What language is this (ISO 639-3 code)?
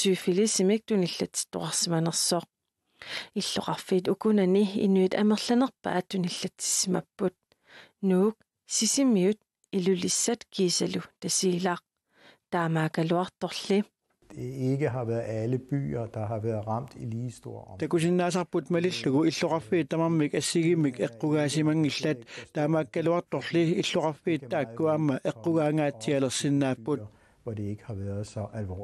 kal